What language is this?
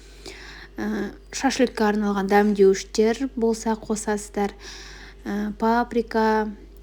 Kazakh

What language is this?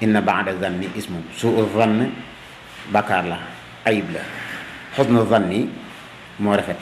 Wolof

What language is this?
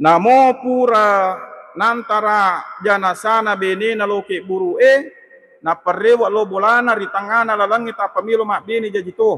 Buginese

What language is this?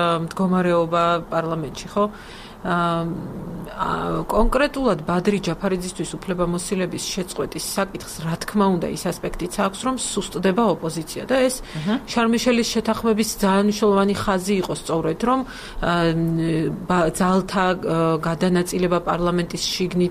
Georgian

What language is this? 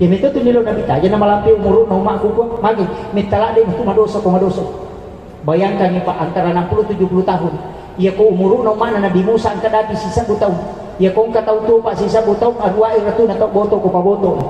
Buginese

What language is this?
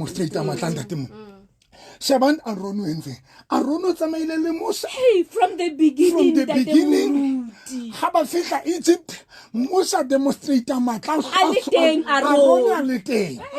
Southern Sotho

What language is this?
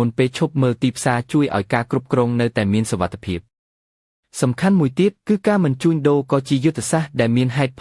Khmer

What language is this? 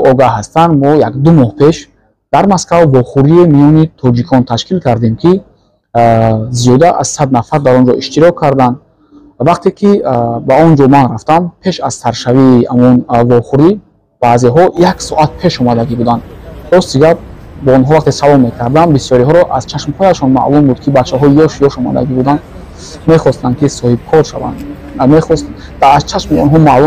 Tajik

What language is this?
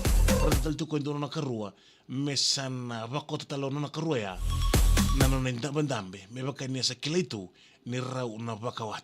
Fijian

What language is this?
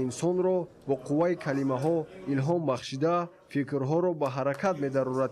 Tajik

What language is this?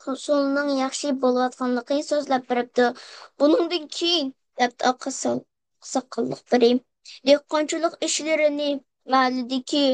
Uyghur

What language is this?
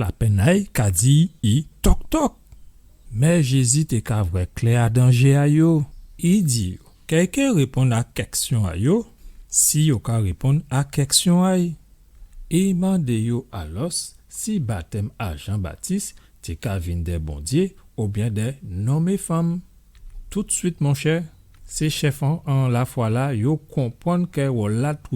Guadeloupean Creole French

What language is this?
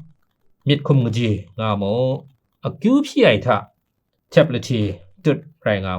Kachin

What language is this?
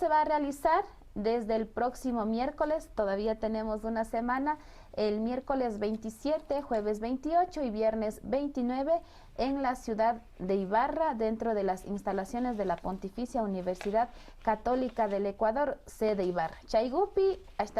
Imbabura Highland Quichua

